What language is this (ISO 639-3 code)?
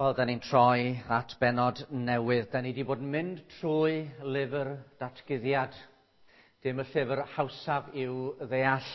cym